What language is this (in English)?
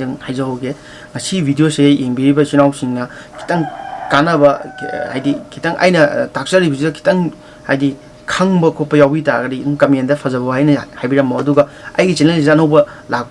Manipuri